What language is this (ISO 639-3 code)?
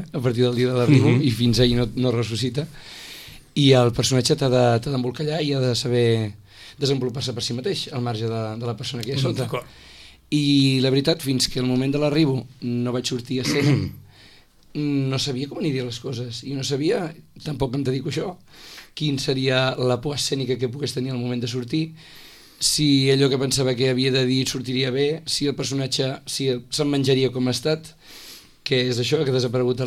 cat